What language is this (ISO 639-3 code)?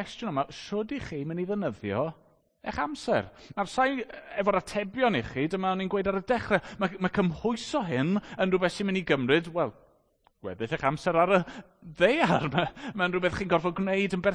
cym